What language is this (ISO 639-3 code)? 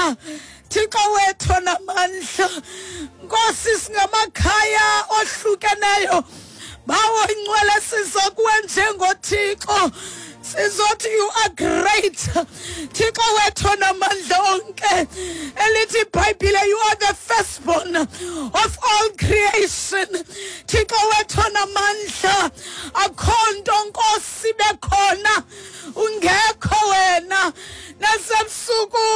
xho